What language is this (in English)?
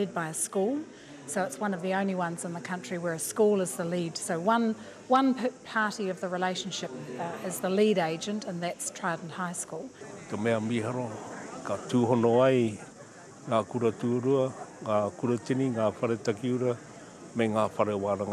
Māori